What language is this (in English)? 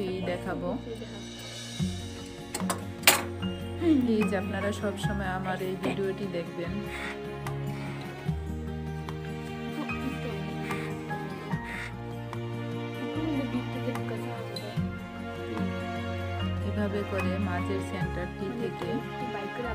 Bangla